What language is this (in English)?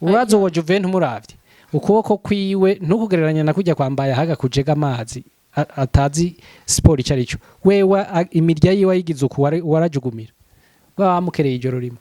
Rundi